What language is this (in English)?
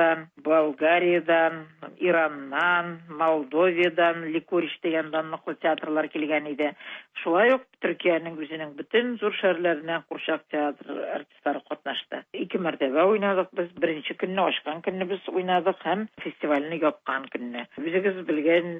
Tatar